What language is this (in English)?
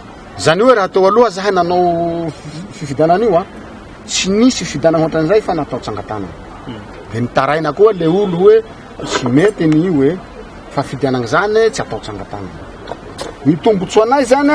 Malagasy